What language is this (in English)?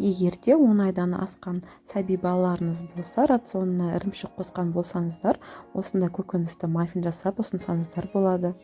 Kazakh